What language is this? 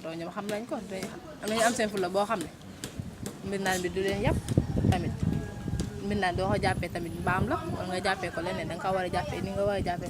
Wolof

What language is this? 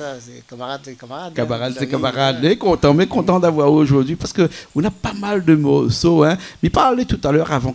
Réunion Creole French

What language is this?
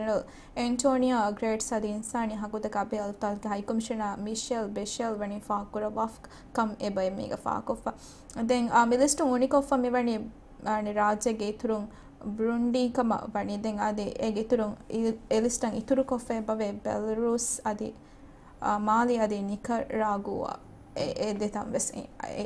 Divehi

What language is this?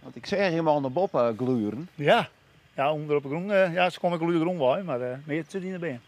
Western Frisian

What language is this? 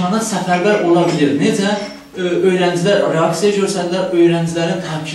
South Azerbaijani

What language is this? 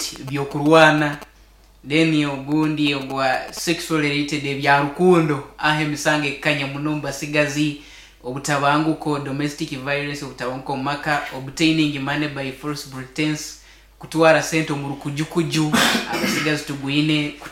Nyankole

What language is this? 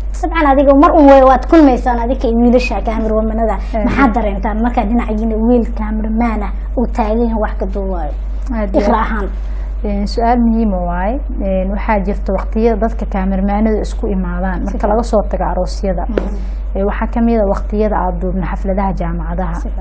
Somali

